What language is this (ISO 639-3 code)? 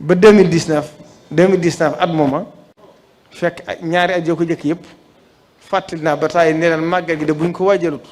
wol